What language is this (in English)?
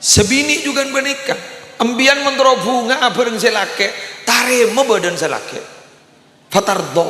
Madurese